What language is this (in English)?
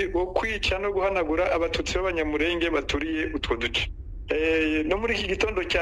Kinyarwanda